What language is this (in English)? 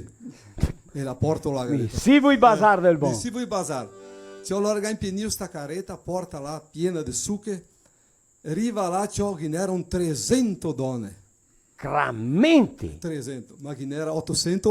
Venetian